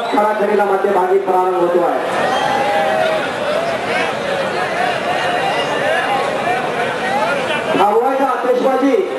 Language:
Marathi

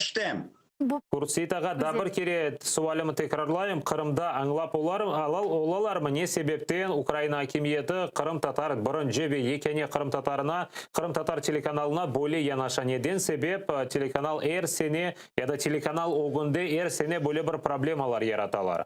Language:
Crimean Tatar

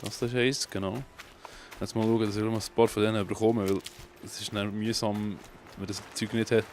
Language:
Swiss German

